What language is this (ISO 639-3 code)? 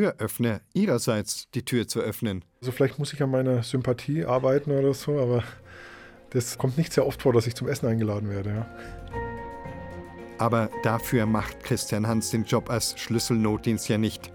deu